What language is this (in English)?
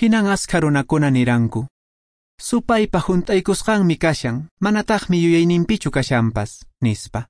Quechua